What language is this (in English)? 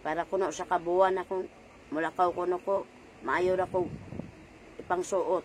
Cebuano